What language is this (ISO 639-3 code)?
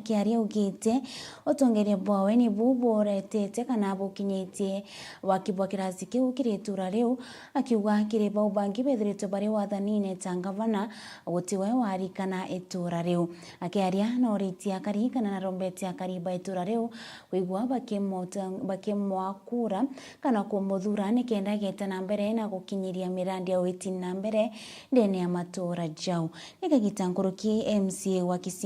mer